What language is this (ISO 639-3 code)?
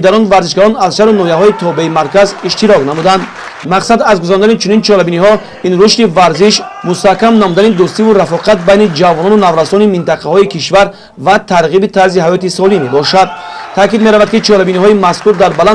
tgk